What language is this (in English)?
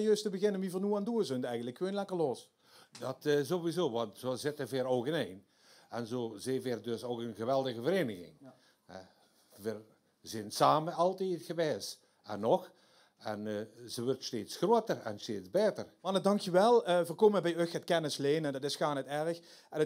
Limburgish